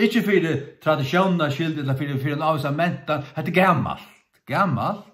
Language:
Faroese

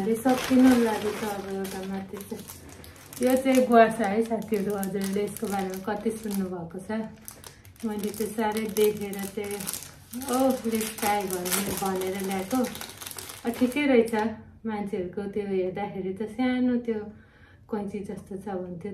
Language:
Nepali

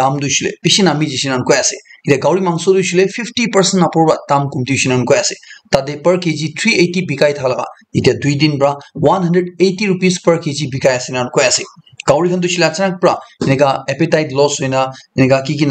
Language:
Naga Pidgin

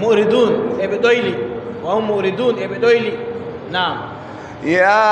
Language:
Adamawa Fulfulde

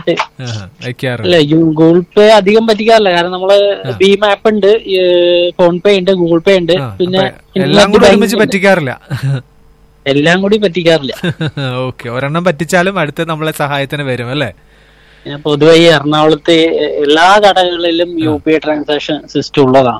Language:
Malayalam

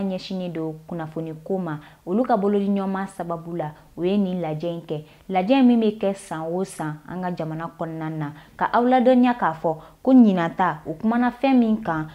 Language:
Bambara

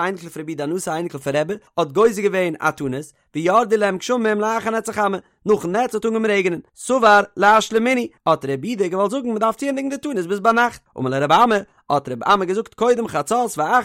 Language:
Yiddish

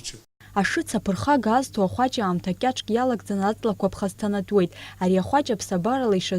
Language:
Abkhazian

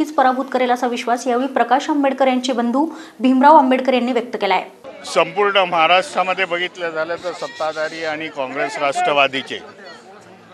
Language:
Marathi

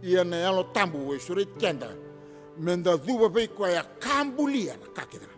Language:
Fijian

